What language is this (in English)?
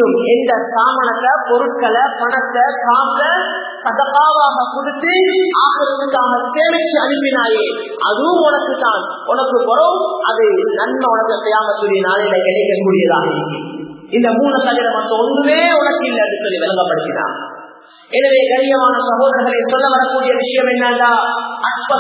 Tamil